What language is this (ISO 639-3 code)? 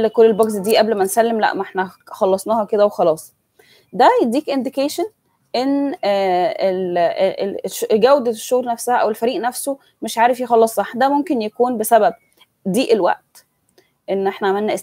arz